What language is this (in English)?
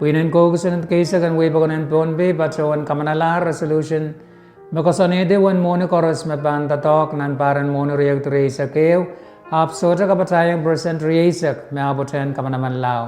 Pohnpeian